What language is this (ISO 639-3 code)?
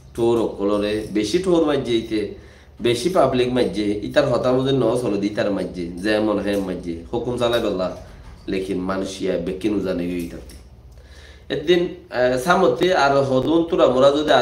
rhg